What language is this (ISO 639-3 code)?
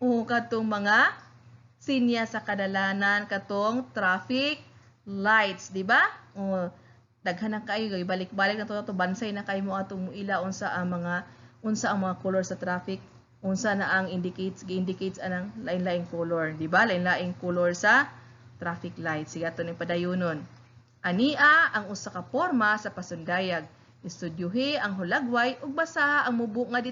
ceb